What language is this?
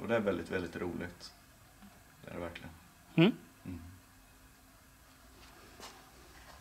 Swedish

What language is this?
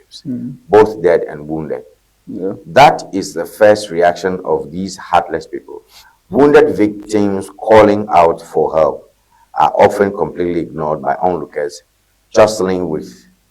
Ewe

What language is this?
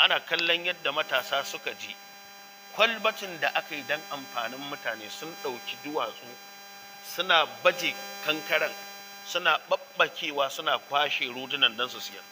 Hausa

